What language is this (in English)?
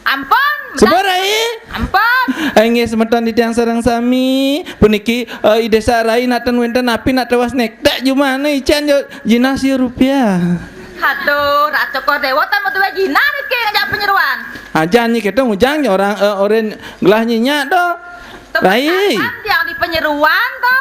Balinese